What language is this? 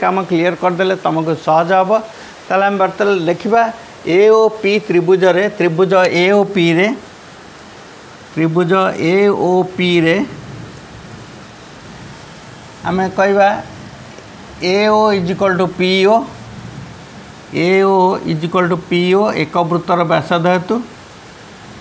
Odia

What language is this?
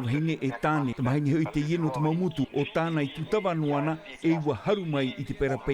Tahitian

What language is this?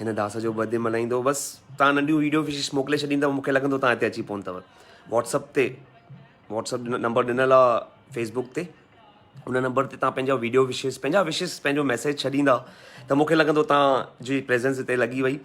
Sindhi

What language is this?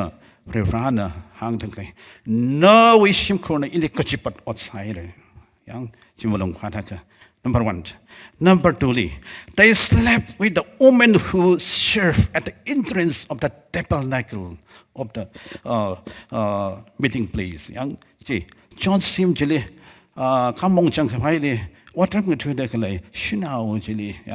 Tangkhul Naga (India)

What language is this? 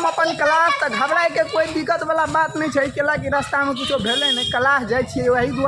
Maithili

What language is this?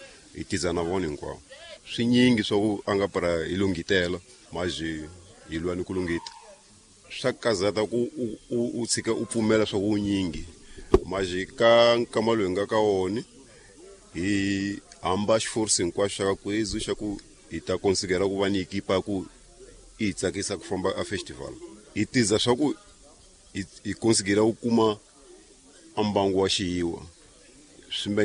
Tsonga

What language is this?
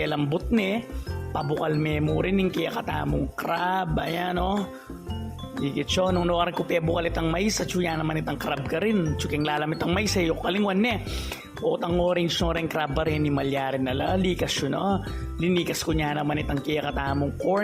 Pampanga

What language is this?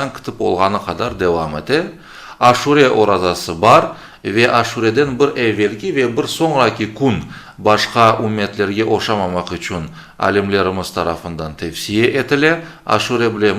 Crimean Tatar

